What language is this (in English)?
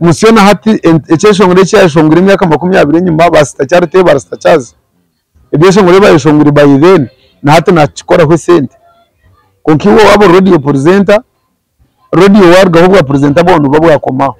Nyankole